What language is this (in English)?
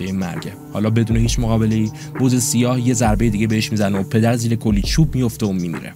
Persian